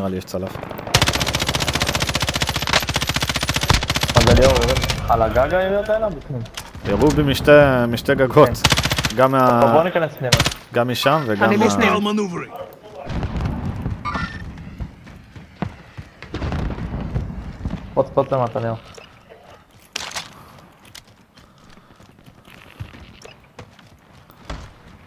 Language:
Hebrew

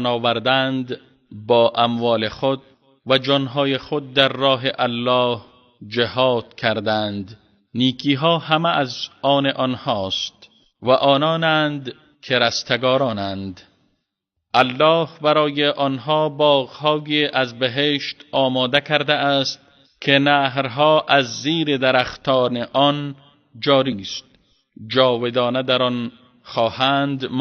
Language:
Persian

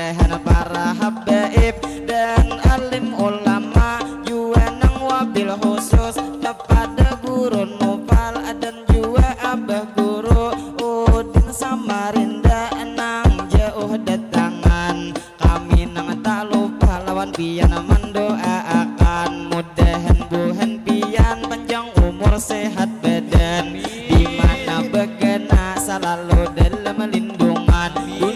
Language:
Banjar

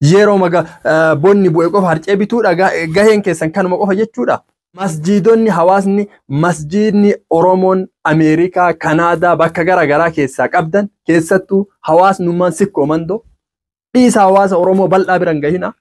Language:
Oromo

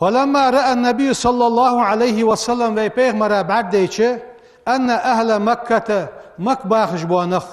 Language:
Ingush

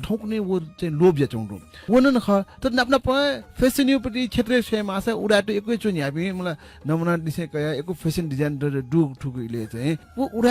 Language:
Newari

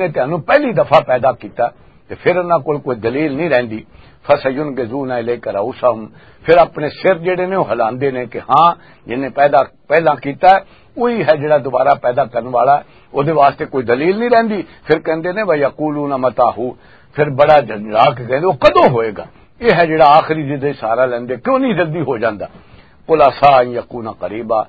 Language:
Western Panjabi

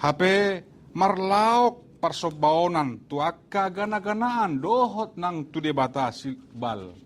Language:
Batak Toba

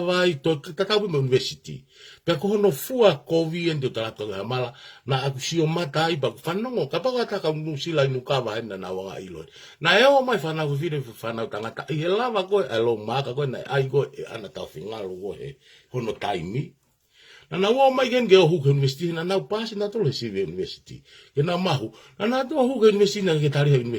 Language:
Tongan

